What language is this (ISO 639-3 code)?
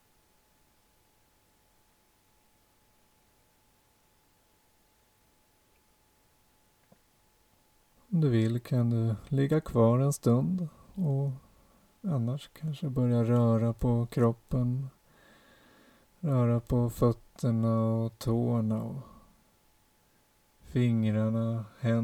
swe